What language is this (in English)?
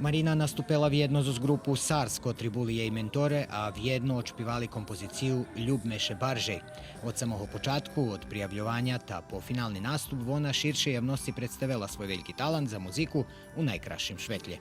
Rusyn